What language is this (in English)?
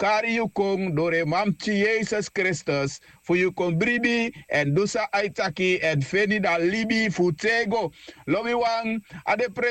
Sranan Tongo